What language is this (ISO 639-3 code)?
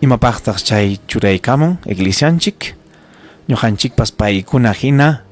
quy